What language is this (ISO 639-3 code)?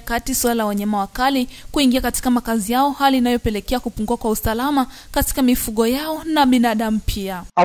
swa